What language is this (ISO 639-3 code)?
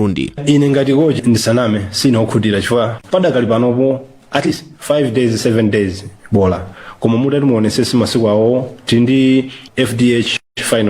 nya